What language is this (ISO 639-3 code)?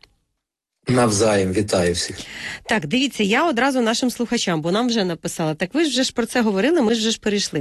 ukr